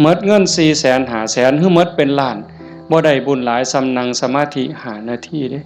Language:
Northeastern Thai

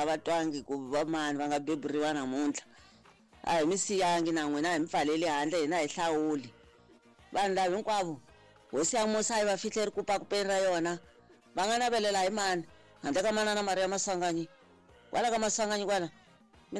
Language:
Tsonga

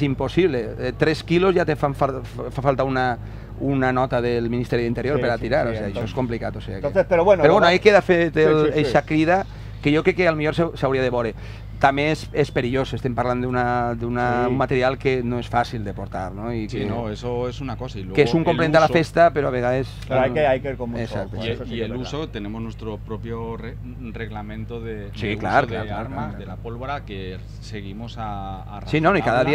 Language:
Catalan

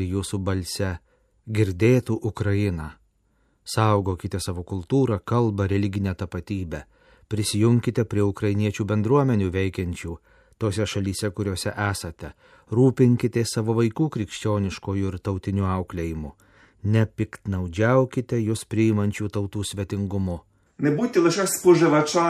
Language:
Lithuanian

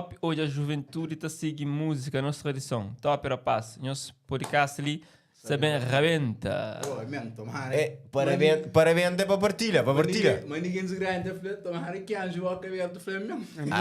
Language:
Kabuverdianu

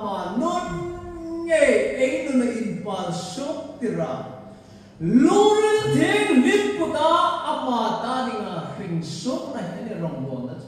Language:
Hmar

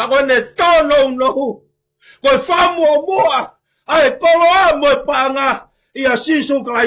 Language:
Tongan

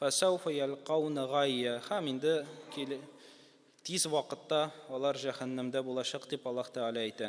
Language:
Tatar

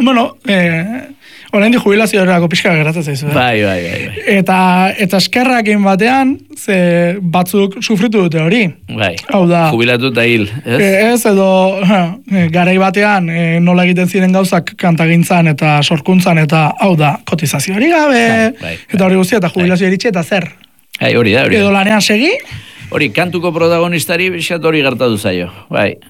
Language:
Basque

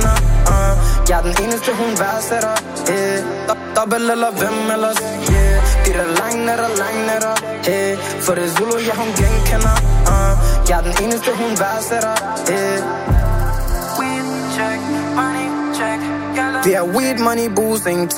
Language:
Danish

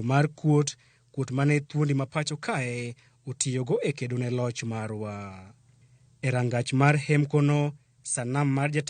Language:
Luo (Kenya and Tanzania)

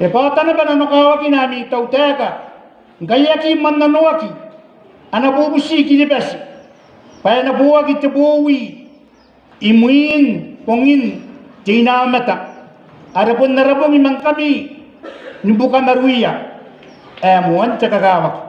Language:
Gilbertese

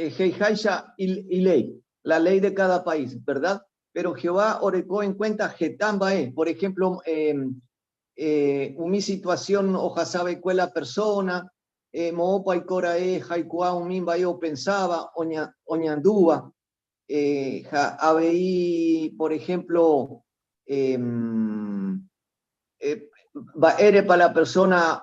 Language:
Guarani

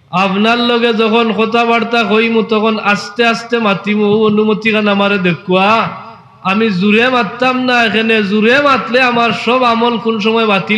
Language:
Sylheti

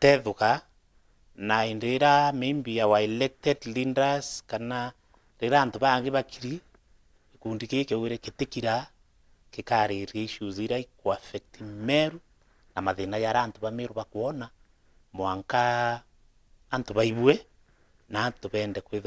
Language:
Meru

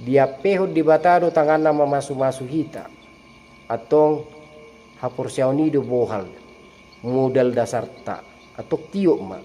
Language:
Batak Toba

